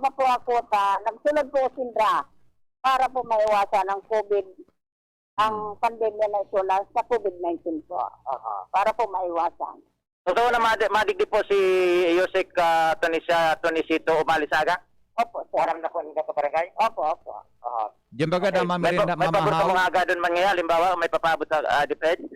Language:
Bikol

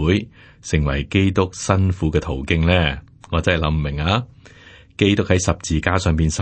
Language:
Cantonese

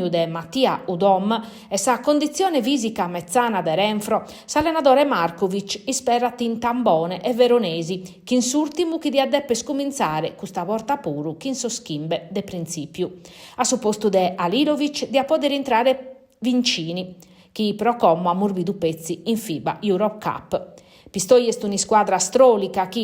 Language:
Sardinian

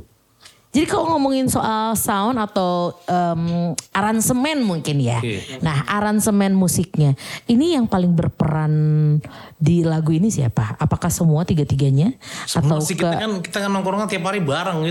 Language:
Indonesian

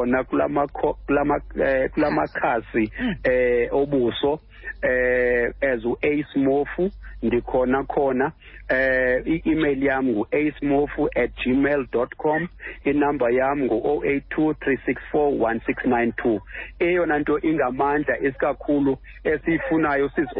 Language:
Xhosa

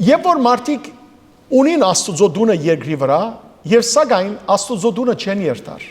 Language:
Western Armenian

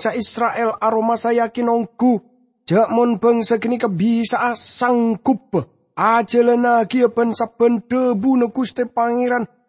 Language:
Madurese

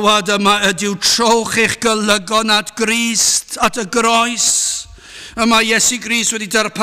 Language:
Welsh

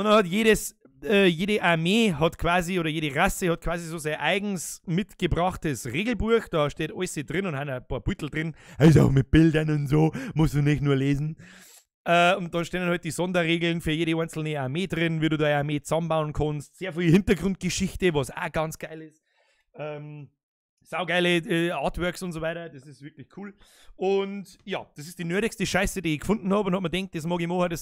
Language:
Bavarian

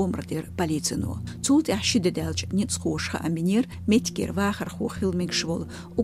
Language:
Chechen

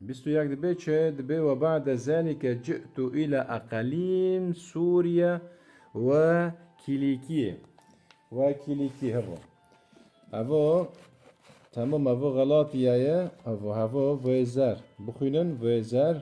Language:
Kurdish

